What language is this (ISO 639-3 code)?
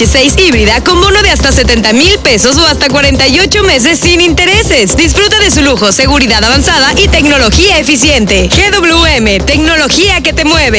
spa